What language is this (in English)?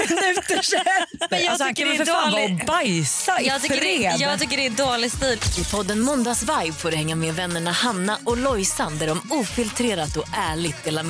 Swedish